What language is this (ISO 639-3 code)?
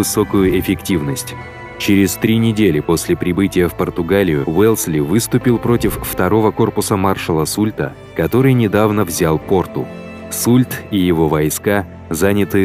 rus